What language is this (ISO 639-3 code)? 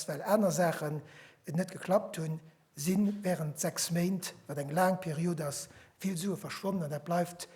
ltz